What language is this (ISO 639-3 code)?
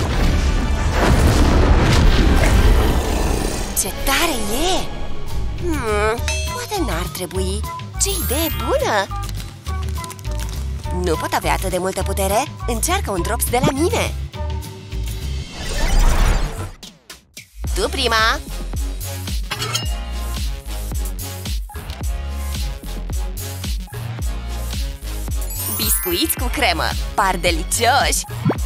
ron